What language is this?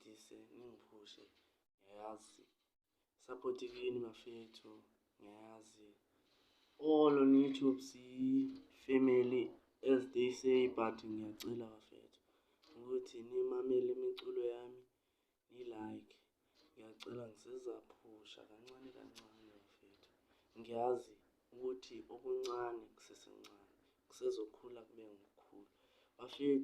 Zulu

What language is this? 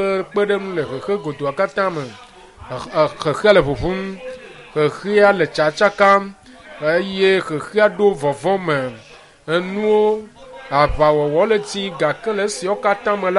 Ewe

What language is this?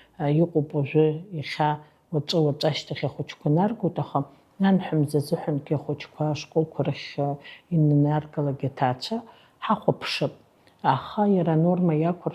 Abkhazian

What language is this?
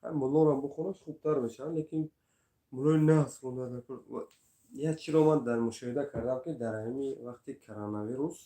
Tajik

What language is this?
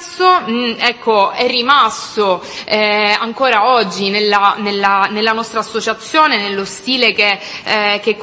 Italian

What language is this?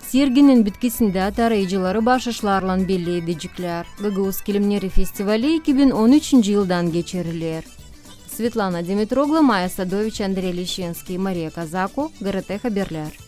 Gagauz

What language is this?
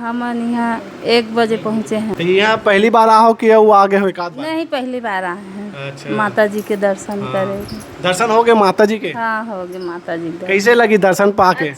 Chhattisgarhi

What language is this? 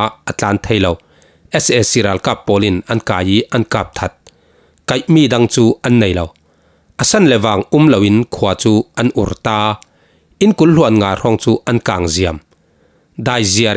Falam Chin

